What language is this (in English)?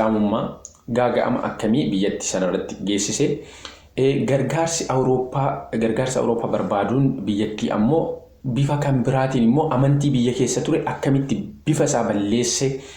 Oromo